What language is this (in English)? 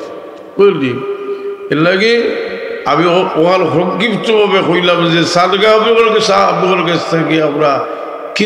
Sylheti